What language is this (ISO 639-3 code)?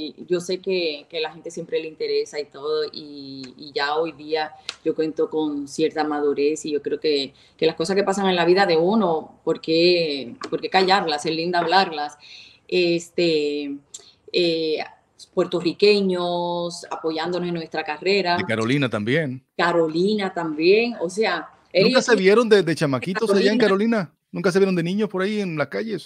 spa